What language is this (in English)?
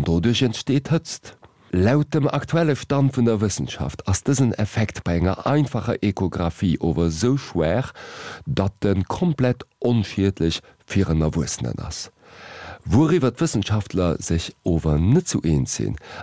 Luxembourgish